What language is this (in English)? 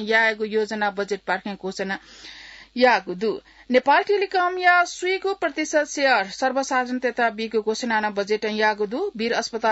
Newari